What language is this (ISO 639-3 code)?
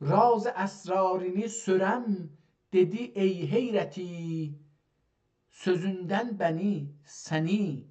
azb